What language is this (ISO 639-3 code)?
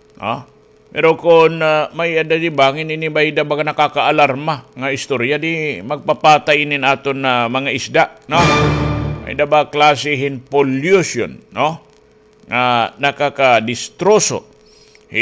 war